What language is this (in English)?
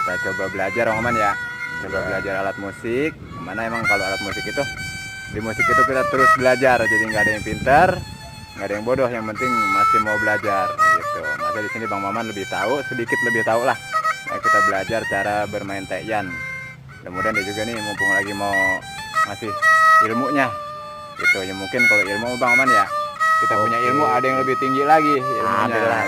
Betawi